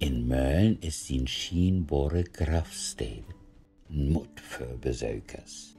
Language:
Low German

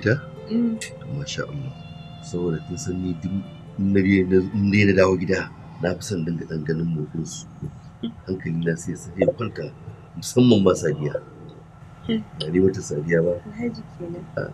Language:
Hausa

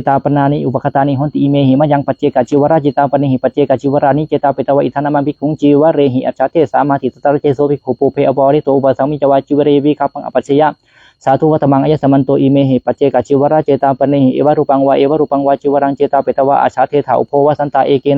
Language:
Pali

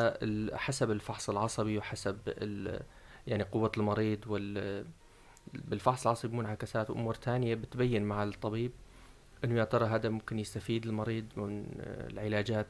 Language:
North Levantine Arabic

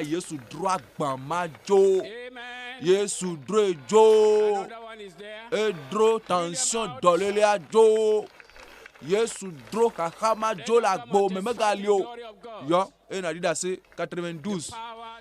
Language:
Ewe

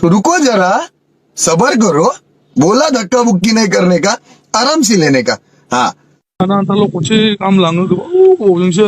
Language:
Bodo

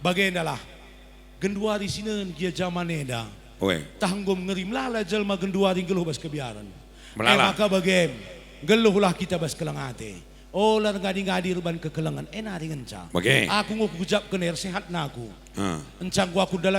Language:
Batak Karo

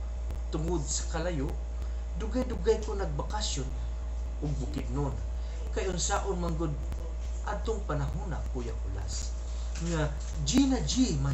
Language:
Cebuano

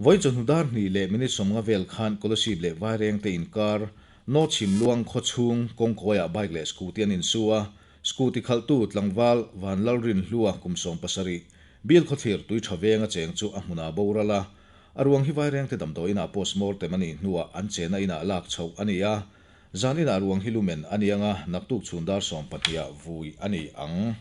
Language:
Mizo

